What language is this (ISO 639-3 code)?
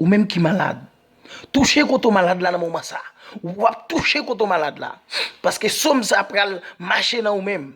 hat